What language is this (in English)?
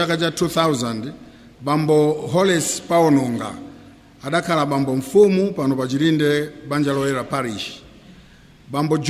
Nyanja